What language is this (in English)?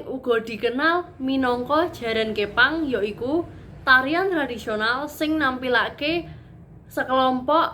Javanese